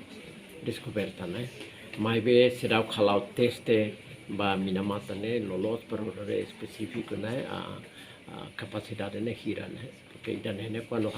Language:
Tetum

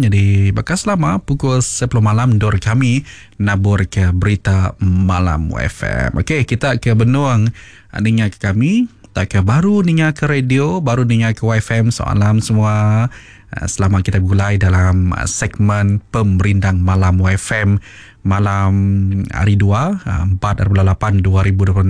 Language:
Iban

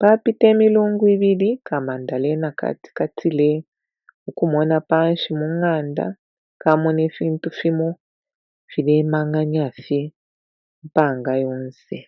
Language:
Bemba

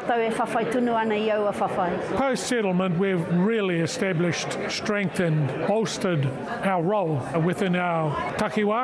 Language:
Māori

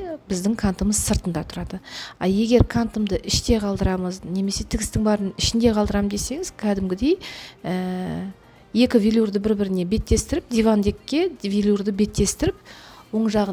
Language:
Kazakh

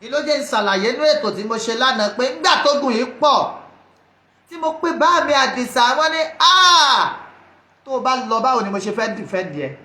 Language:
Yoruba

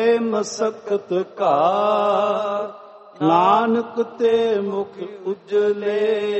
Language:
Punjabi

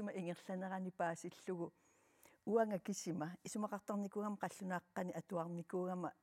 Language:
Kalaallisut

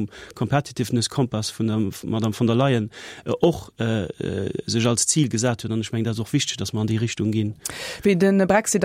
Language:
Luxembourgish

